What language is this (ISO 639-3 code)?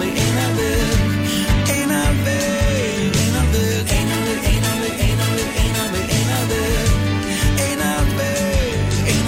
isl